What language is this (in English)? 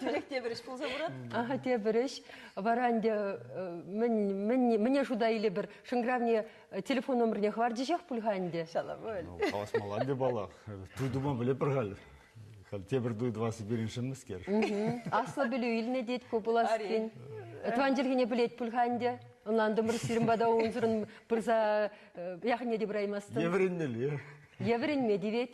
Chuvash